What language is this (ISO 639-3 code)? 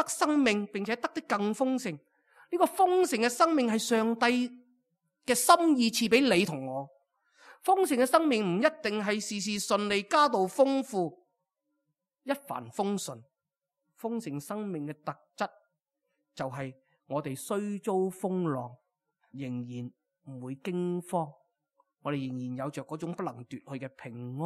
yue